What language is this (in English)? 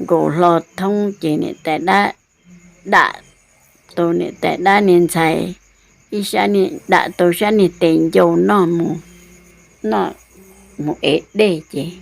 Hmong